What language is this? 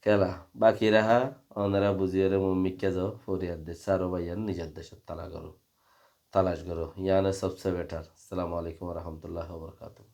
Rohingya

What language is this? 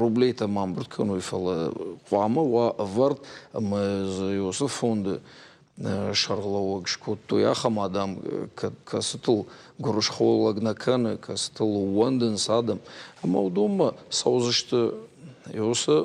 Ossetic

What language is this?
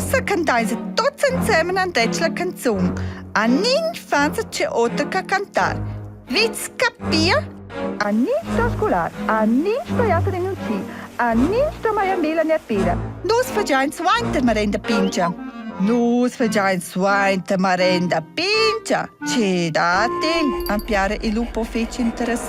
Romansh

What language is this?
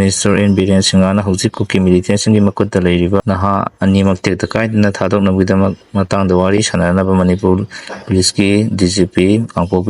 Manipuri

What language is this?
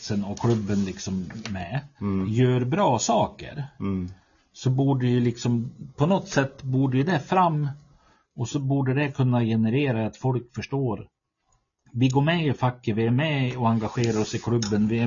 Swedish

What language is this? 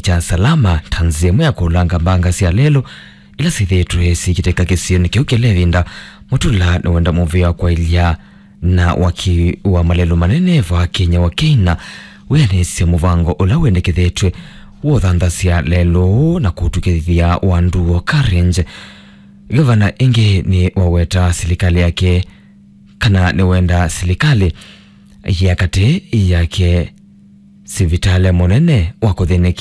Kamba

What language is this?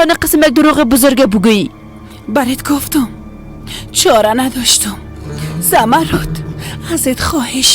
Persian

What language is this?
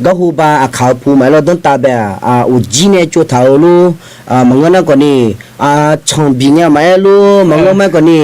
Akha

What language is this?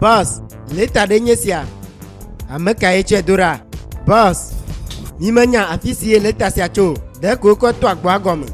Ewe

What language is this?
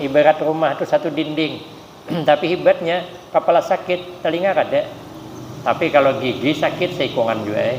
Banjar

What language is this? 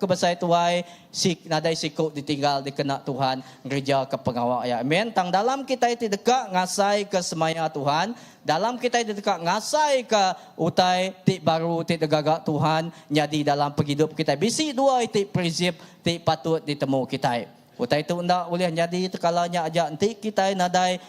Iban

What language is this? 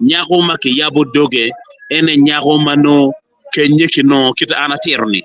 Acoli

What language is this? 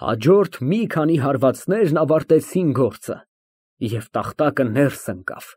Armenian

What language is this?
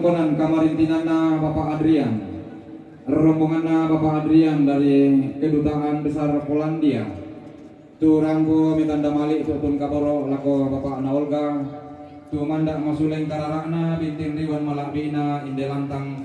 Toraja-Sa'dan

